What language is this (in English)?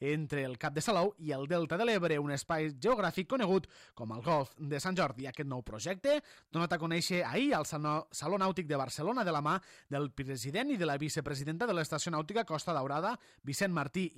Catalan